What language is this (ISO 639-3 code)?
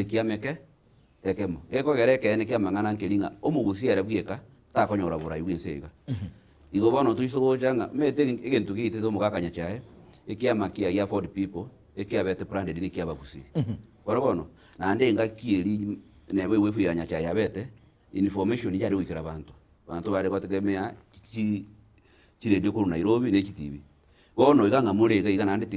guz